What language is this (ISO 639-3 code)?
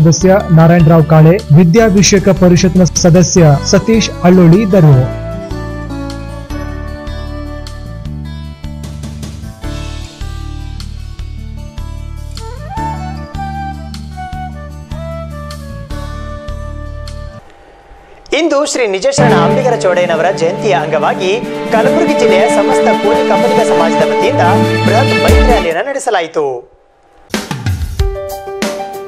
kan